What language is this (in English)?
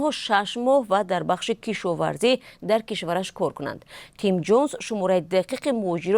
Tajik